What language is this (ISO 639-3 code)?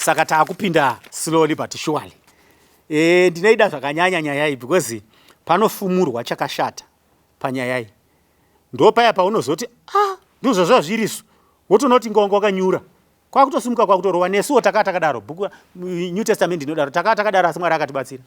sna